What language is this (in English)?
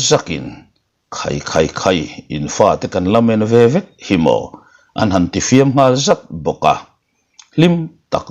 Mizo